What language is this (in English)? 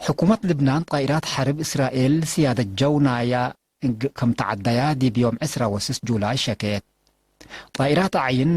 Tigre